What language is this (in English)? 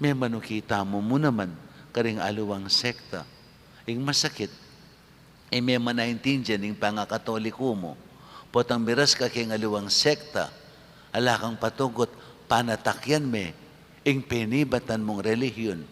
Pampanga